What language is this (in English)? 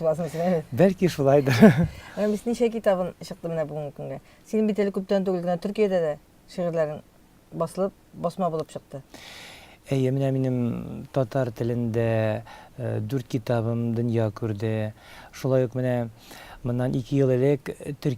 Tatar